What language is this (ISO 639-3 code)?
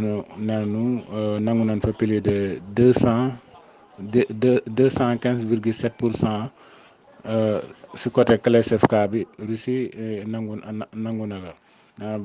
wol